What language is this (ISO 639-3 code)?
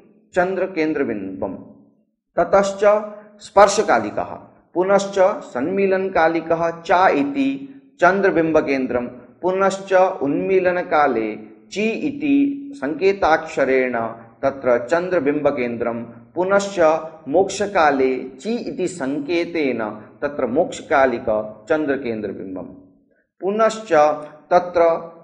san